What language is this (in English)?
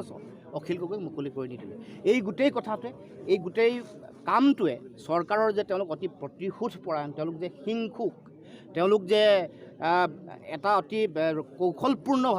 Assamese